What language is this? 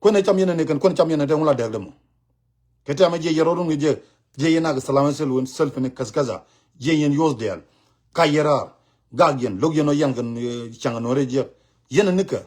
Nuer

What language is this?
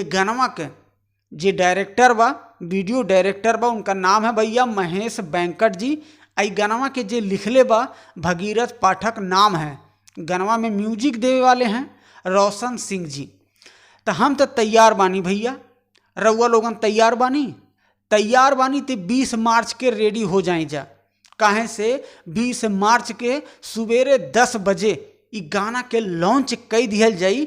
Bhojpuri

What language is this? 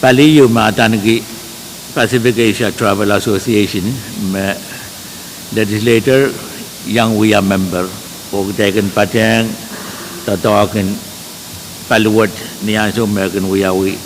Pohnpeian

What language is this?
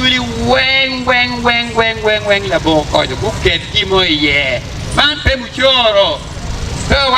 Acoli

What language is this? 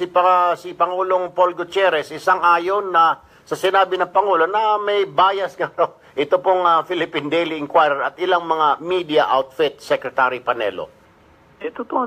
Filipino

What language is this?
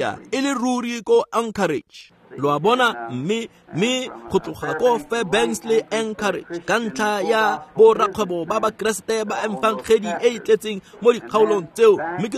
Tswana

